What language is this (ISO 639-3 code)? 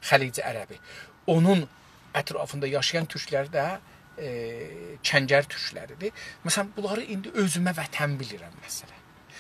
azb